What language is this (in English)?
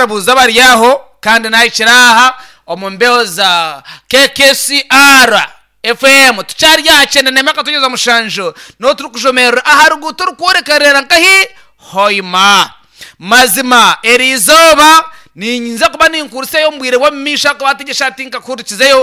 Nyankole